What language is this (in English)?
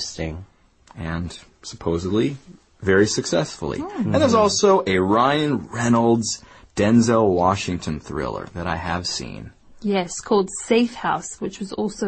English